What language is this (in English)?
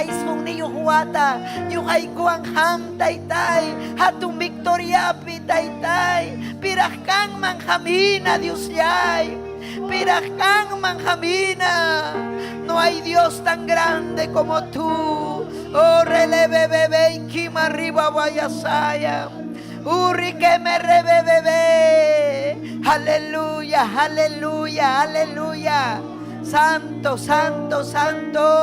Ayacucho Quechua